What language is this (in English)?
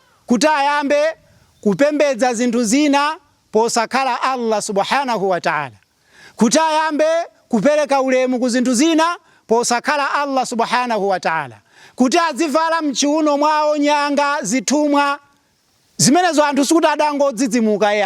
Nyanja